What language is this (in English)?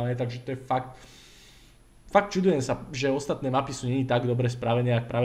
Slovak